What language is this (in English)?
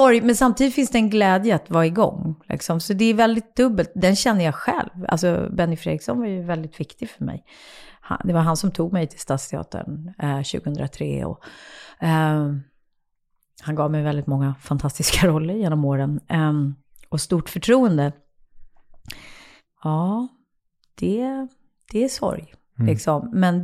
Swedish